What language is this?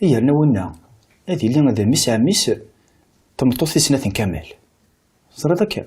Kabyle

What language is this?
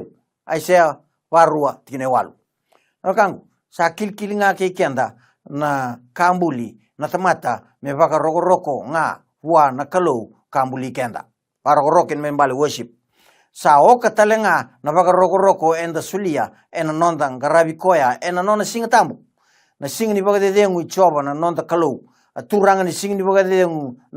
Fijian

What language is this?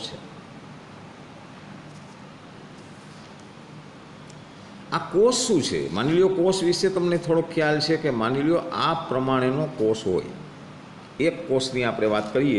Gujarati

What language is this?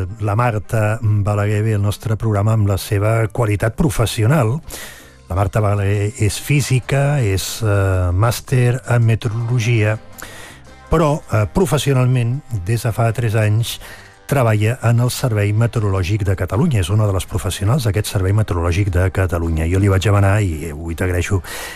Catalan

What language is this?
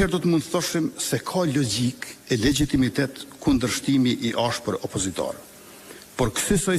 Albanian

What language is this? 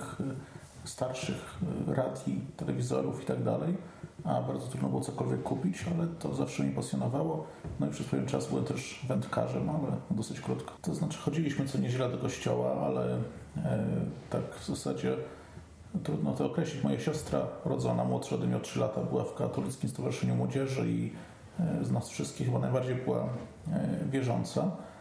Polish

